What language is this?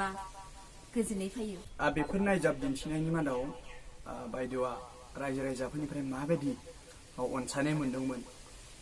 Bodo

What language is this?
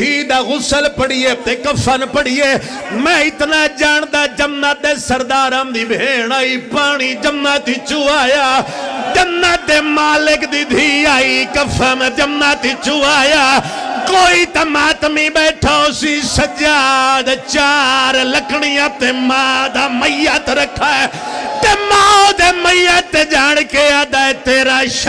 Pahari-Potwari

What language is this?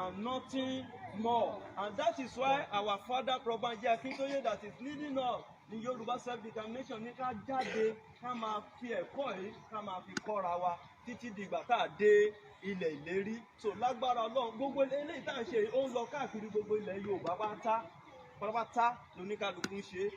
Yoruba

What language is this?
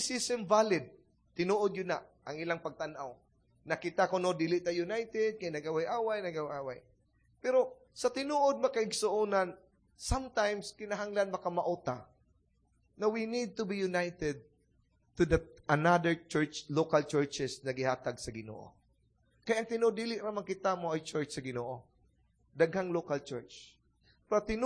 Cebuano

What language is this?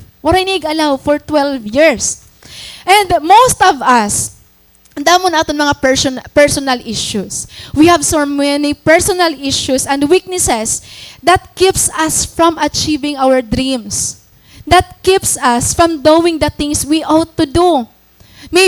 Waray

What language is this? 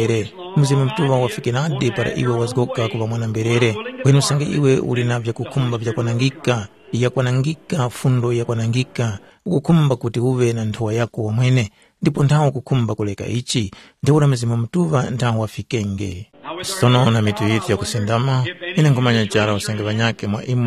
Tumbuka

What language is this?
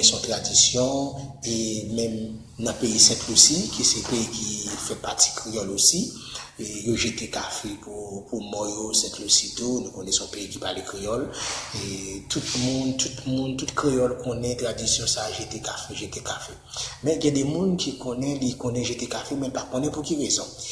Haitian Creole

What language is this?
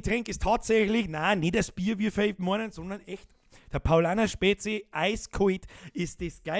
Bavarian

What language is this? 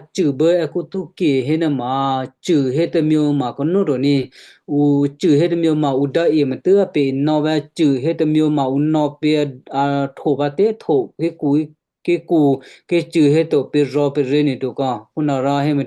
Western Kayah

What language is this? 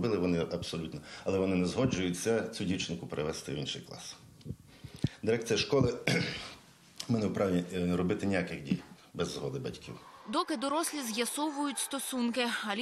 Ukrainian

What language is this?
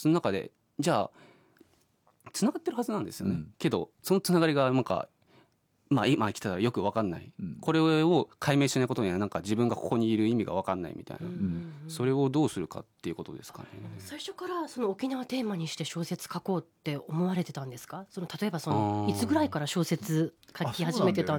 Japanese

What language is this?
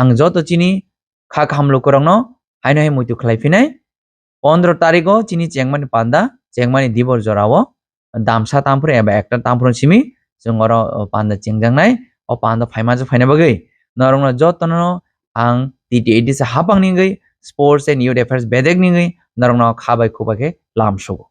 Kok Borok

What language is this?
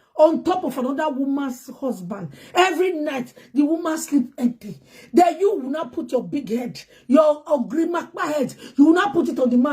Nigerian Pidgin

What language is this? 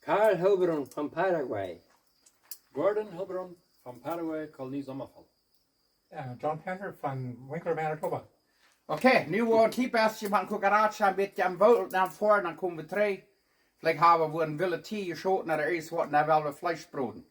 Plautdietsch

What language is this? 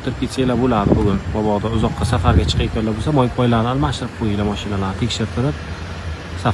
Uzbek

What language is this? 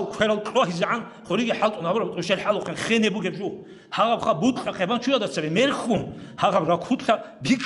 Avaric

